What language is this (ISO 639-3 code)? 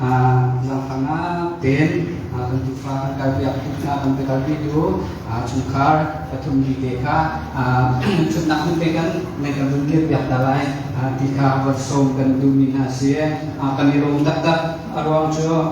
cnh